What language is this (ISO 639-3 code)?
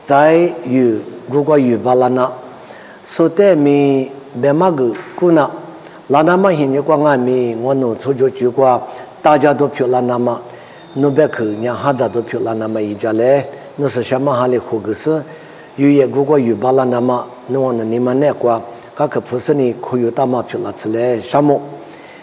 lis